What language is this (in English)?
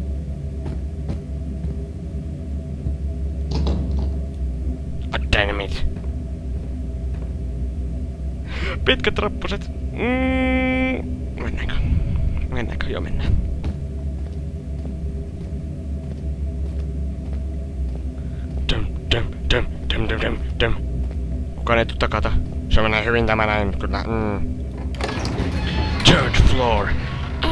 Finnish